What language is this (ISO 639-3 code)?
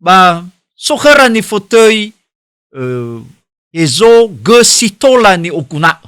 nia